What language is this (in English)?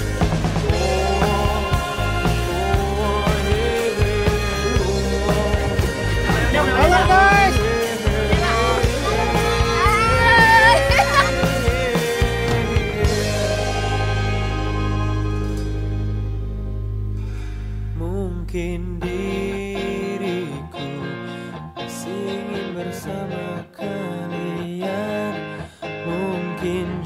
Indonesian